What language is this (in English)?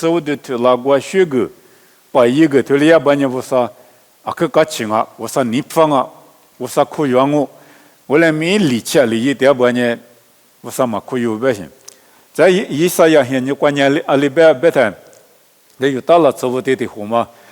Lisu